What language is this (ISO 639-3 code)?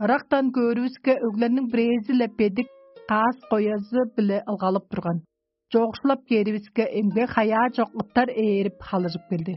tyv